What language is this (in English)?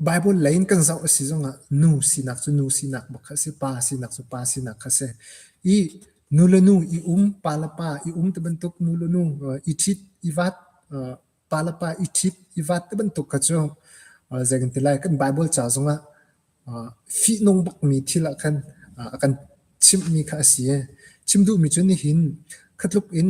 Hakha Chin